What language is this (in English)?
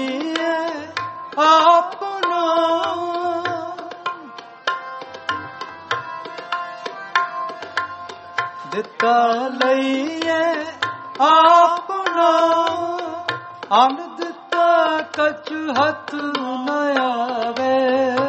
Punjabi